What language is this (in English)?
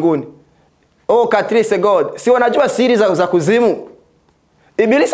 Swahili